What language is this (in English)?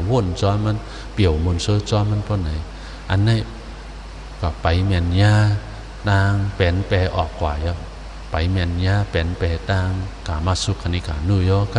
Shan